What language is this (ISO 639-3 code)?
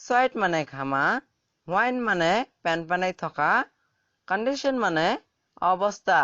asm